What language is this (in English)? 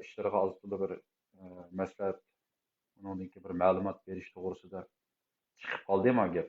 Uyghur